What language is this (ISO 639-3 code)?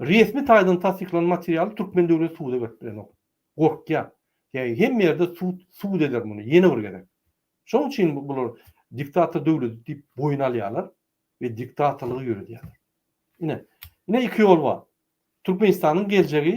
tuk